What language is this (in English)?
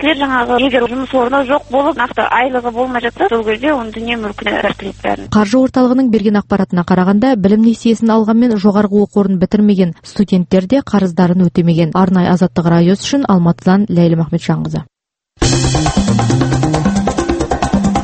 Kazakh